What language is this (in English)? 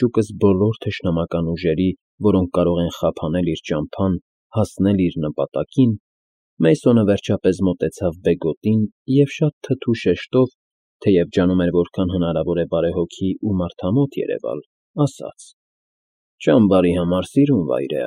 Armenian